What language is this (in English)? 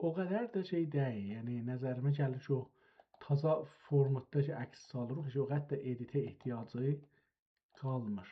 South Azerbaijani